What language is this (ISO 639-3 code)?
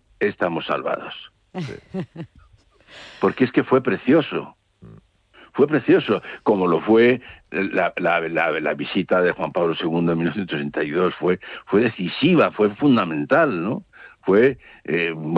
spa